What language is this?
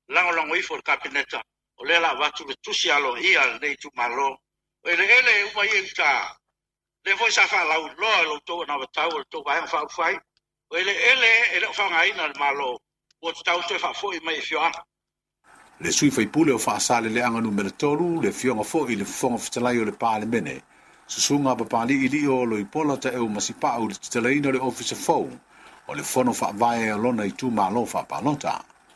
Samoan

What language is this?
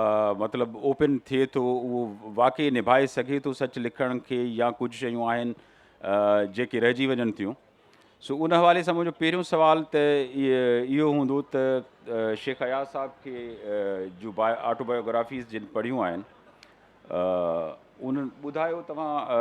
Sindhi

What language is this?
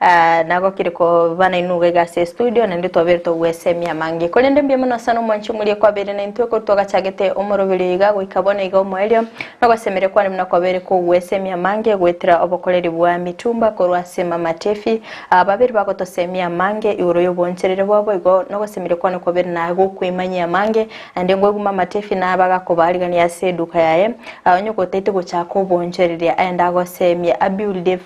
Gusii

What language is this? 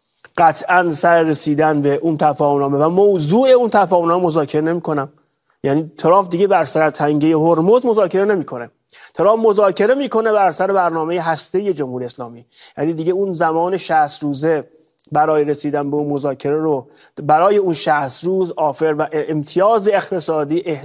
Persian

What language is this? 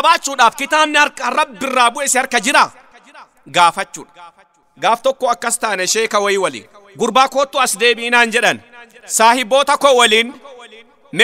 Oromo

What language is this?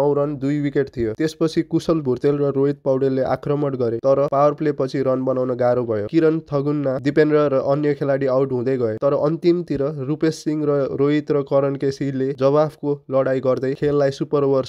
Nepali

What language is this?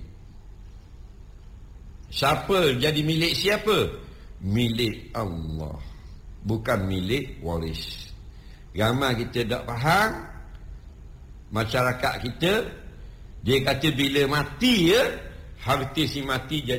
Malay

